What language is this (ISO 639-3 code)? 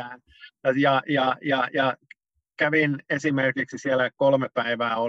fin